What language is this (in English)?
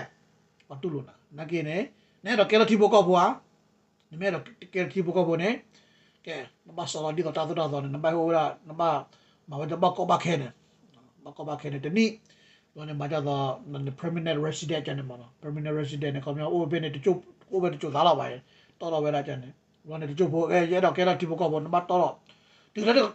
S'gaw Karen